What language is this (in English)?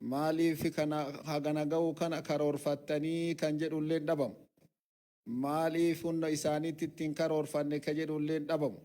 Oromo